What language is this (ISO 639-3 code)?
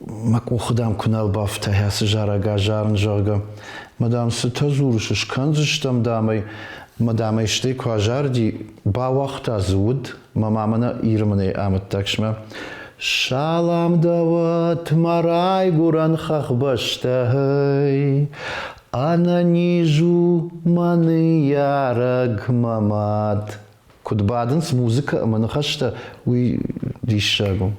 oss